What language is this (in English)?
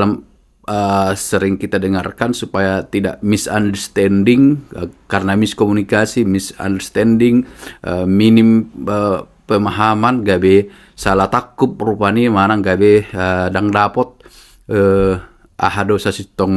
Batak Toba